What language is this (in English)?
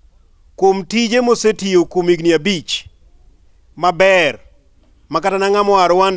Luo (Kenya and Tanzania)